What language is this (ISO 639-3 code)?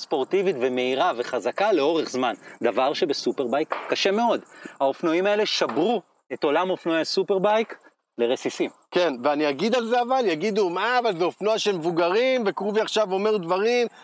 heb